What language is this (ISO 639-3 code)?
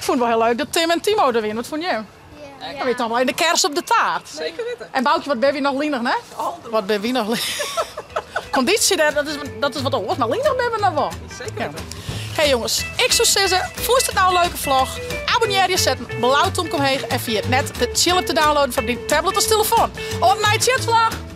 fry